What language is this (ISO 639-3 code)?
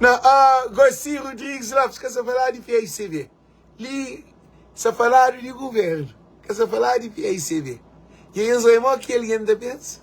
kea